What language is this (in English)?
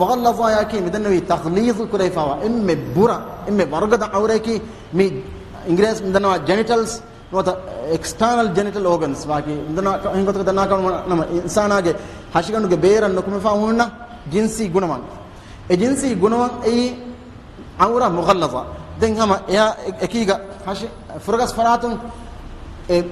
Divehi